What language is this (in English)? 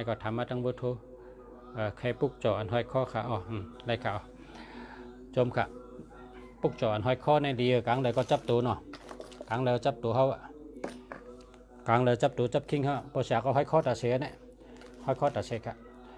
Shan